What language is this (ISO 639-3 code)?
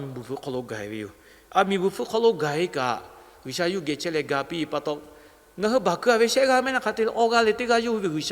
lhu